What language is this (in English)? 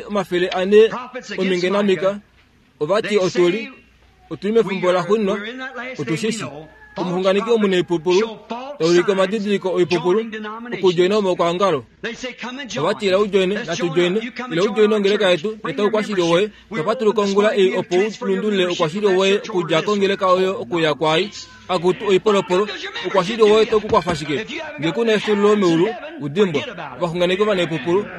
Kuanyama